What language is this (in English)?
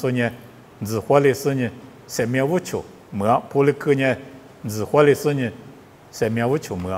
Lisu